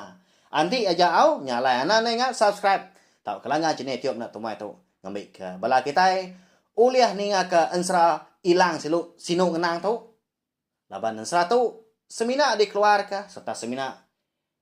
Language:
Iban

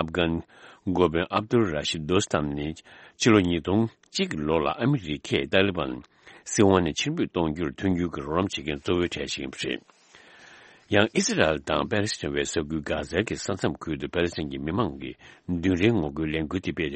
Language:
Tibetan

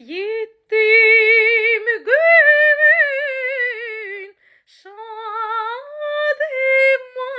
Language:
Turkmen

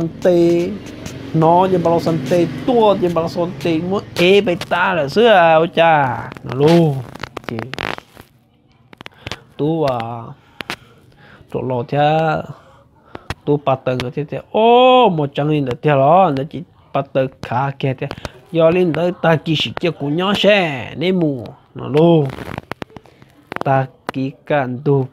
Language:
Vietnamese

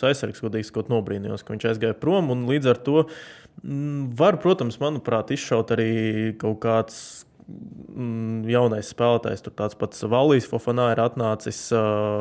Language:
Latvian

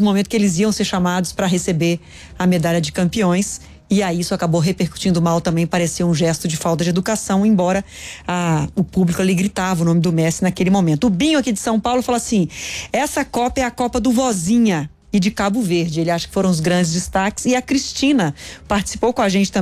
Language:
Portuguese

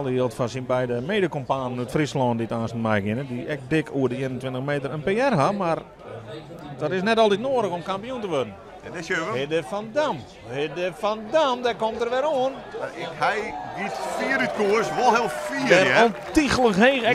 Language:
Western Frisian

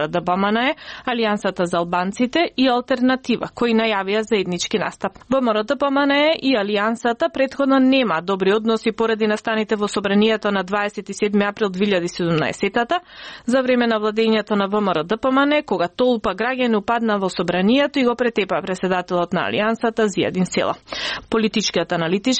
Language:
Macedonian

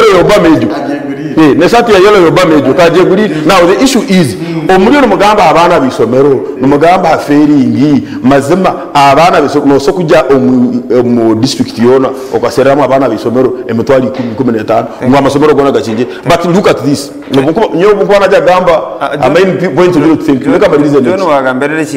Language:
Nyankole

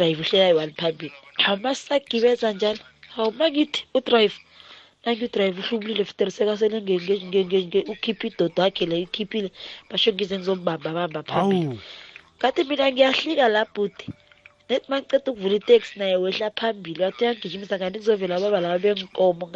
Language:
South Ndebele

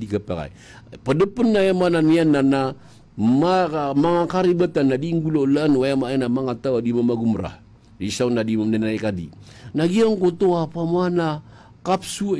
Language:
Maranao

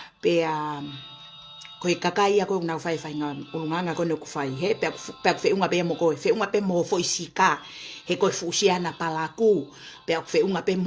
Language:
Tongan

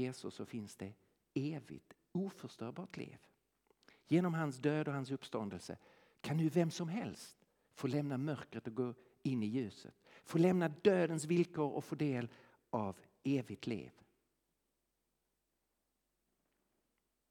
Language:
Swedish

